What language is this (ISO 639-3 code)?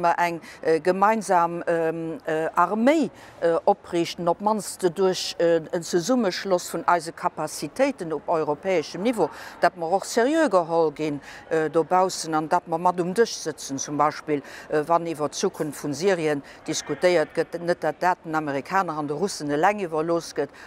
ltz